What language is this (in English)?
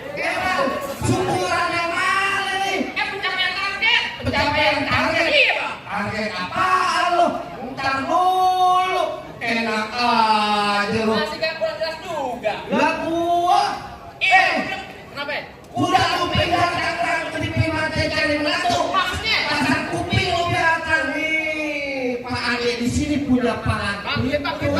Betawi